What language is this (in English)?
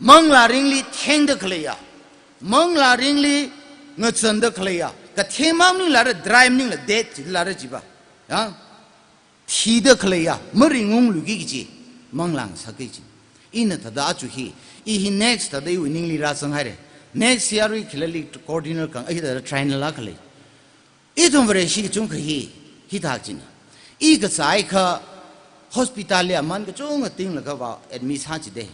Tangkhul Naga (India)